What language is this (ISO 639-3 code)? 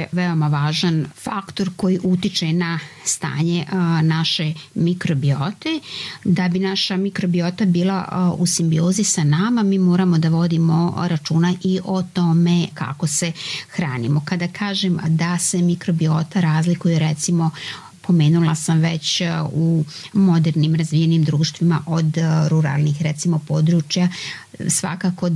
srp